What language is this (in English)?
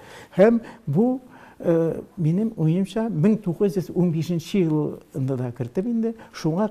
Tatar